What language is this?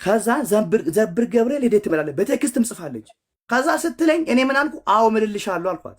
Amharic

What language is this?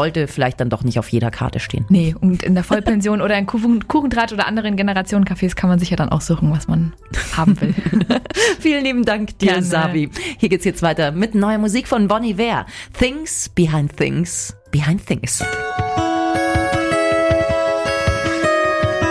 German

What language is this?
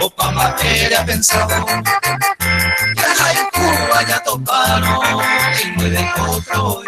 Guarani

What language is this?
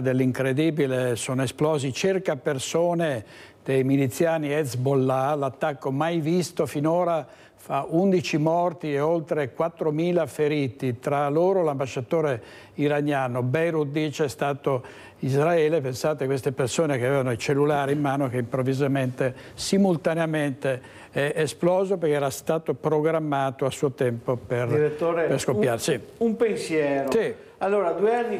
Italian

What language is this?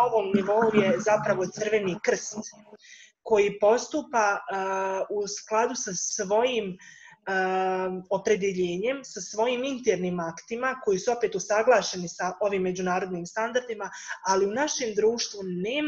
Serbian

